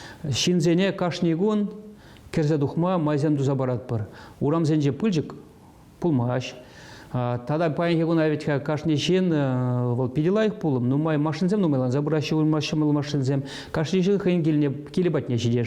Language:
Chuvash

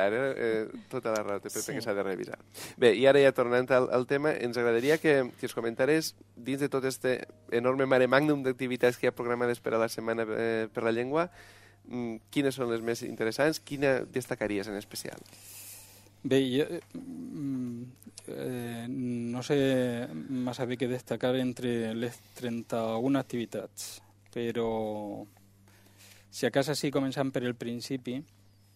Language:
Catalan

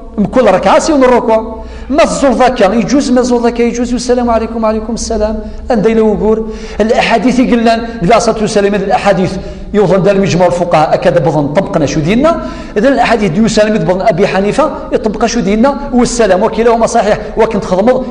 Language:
Kabyle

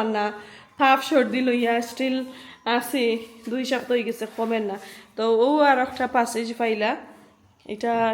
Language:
Sylheti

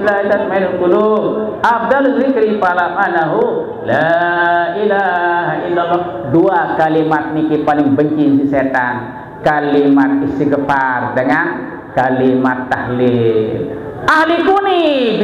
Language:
Sasak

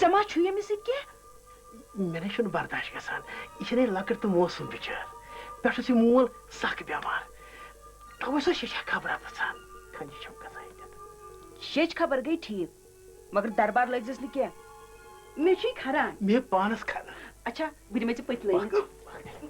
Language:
Kashmiri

